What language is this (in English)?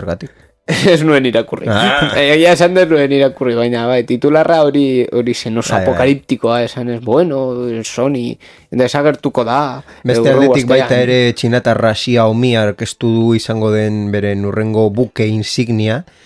Basque